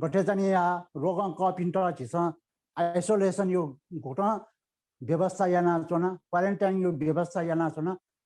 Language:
Newari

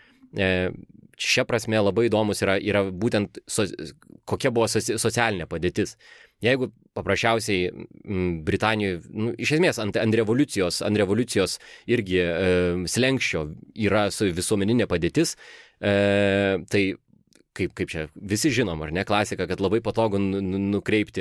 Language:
Lithuanian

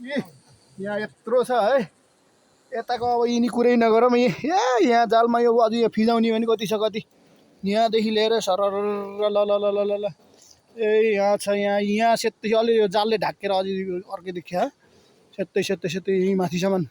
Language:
Nepali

